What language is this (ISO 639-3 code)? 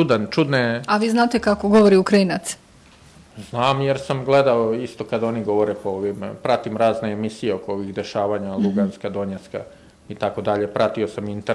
srp